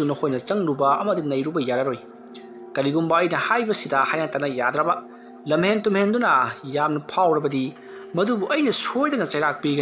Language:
Manipuri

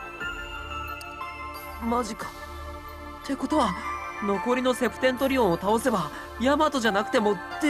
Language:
Japanese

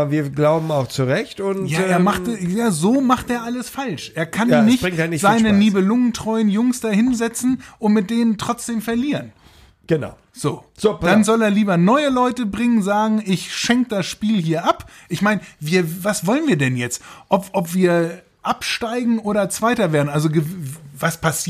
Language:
German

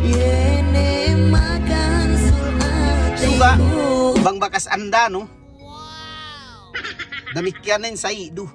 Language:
Yakan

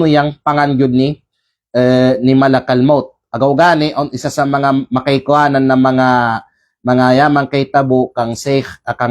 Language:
Kalagan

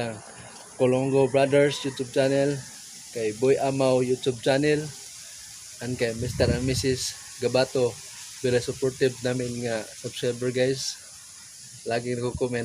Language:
Cebuano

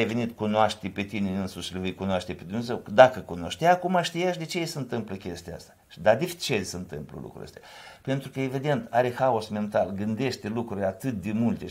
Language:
Romanian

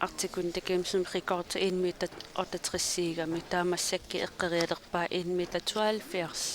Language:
Kalaallisut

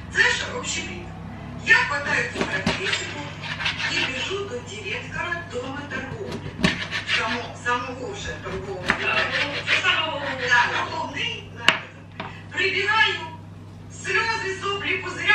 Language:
Ukrainian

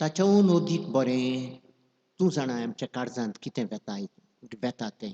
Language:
Konkani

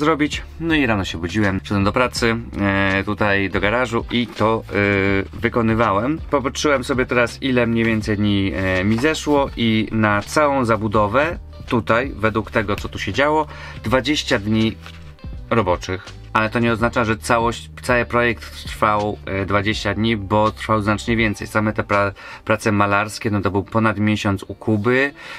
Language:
Polish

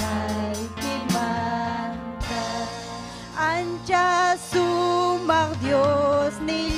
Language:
Ayacucho Quechua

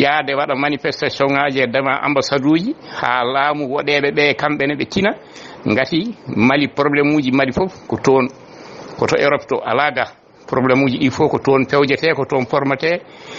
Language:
Fula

